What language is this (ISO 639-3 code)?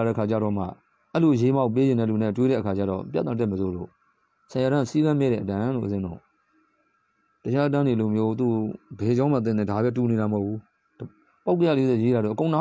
mya